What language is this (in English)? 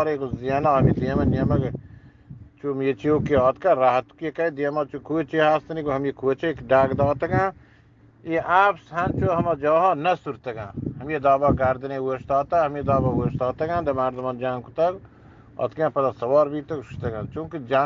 Eastern Balochi